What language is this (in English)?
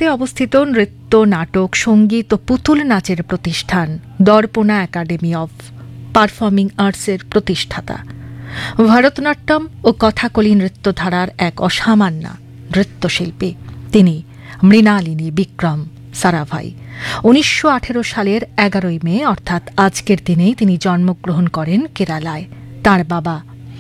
Bangla